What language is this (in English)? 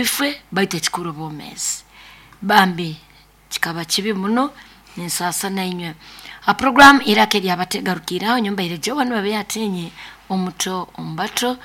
Nyoro